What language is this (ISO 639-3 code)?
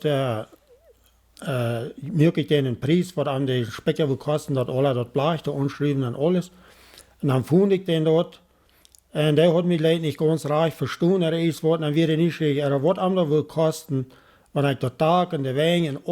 pdt